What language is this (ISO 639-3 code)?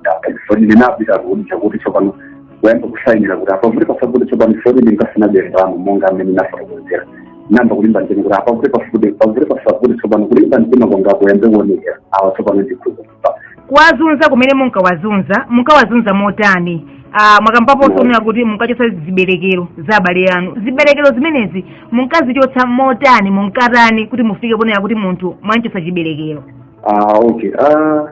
nya